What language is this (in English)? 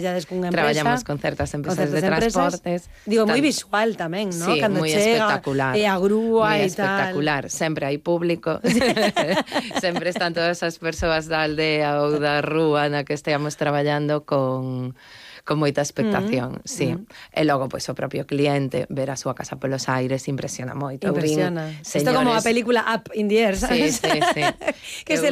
Galician